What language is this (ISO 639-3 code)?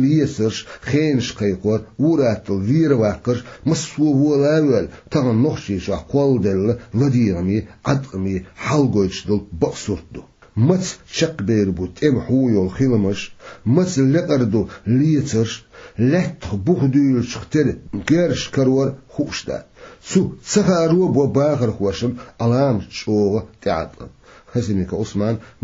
che